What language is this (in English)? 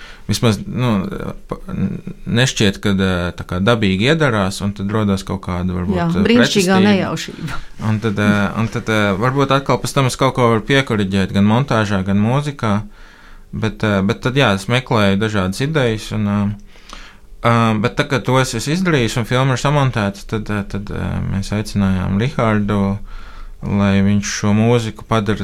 Latvian